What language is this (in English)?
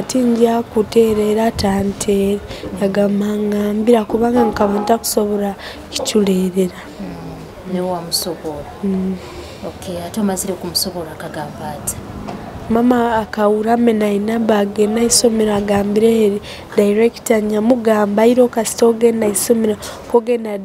Nyoro